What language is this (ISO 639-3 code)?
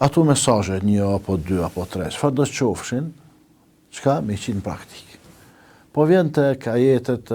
sqi